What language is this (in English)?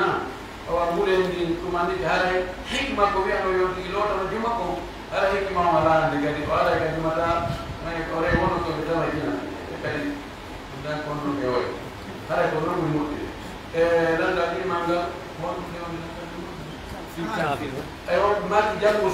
Pular